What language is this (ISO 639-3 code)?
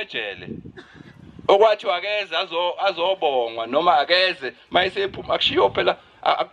zul